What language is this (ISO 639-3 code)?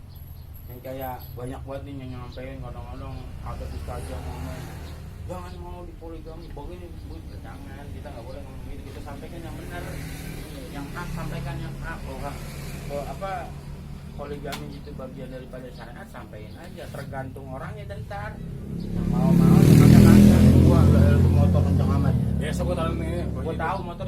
bew